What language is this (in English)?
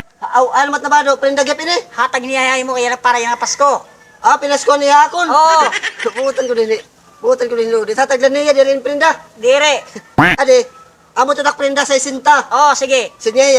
Waray